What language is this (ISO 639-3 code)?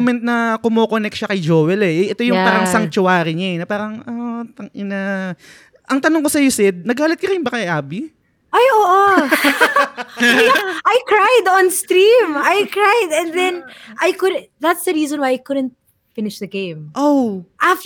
fil